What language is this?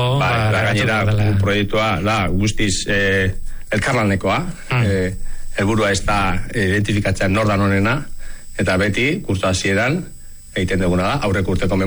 Basque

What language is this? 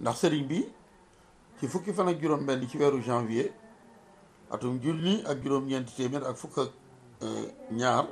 Wolof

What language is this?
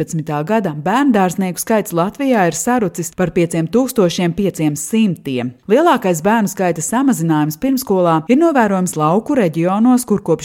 Latvian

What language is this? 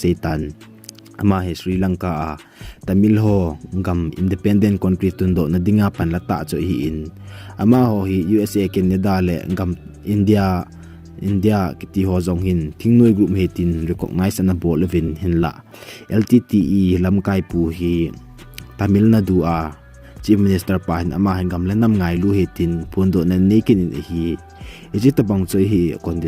Thado Chin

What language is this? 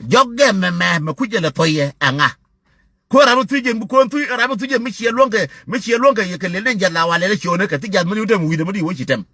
Nuer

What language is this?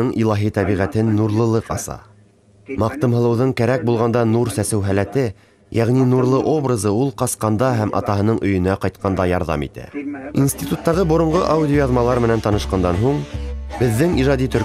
Bashkir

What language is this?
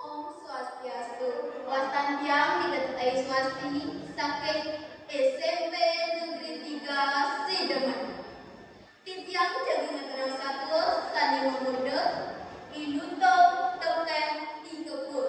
Balinese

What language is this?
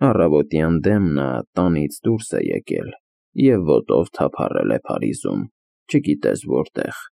Armenian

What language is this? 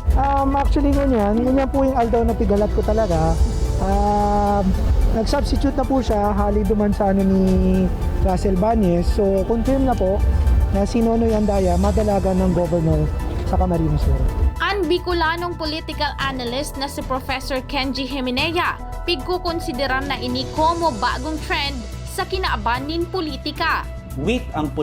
Bikol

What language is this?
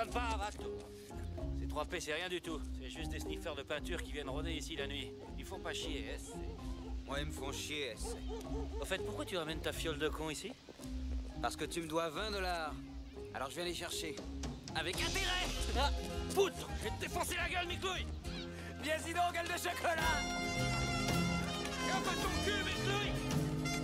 French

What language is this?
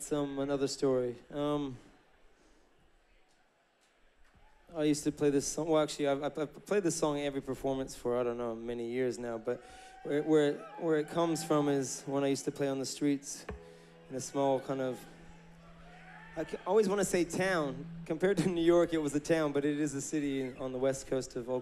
English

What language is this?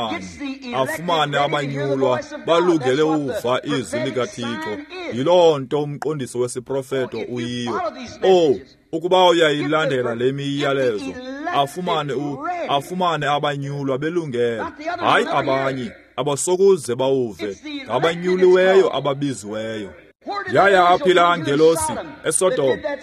Xhosa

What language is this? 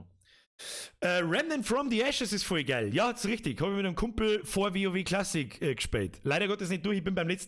Bavarian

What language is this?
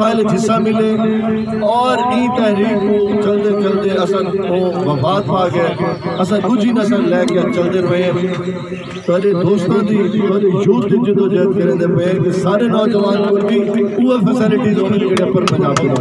Saraiki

